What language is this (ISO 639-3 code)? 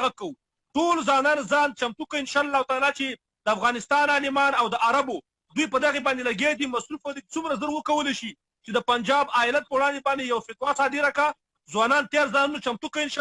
pus